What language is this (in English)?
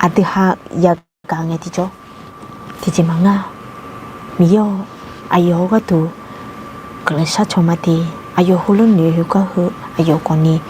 Akha